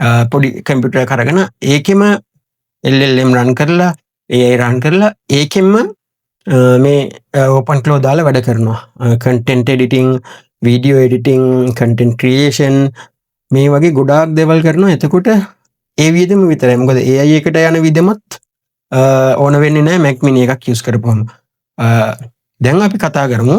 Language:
Sinhala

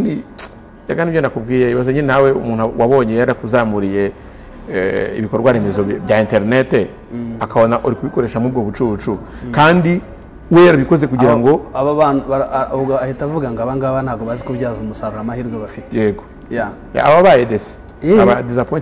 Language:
Kinyarwanda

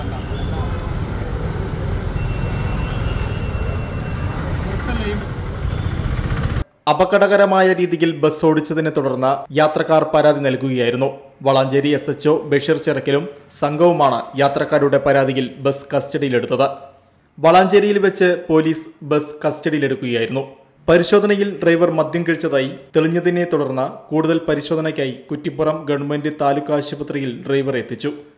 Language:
Malayalam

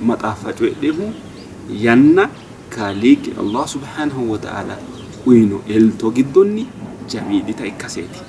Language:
Sidamo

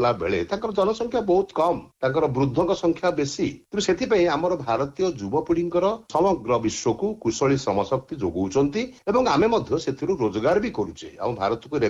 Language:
Odia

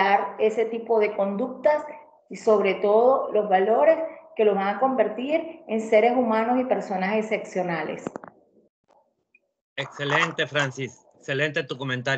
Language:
Spanish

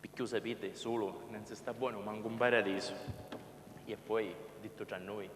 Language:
Sicilian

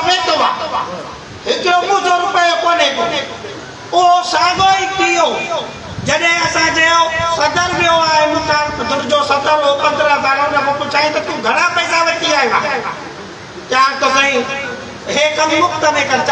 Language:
Sindhi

